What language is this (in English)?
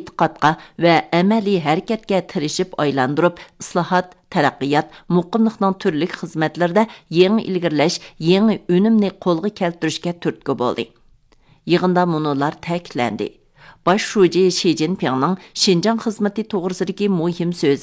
Uyghur